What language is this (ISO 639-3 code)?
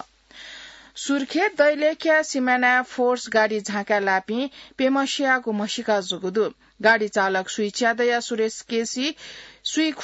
new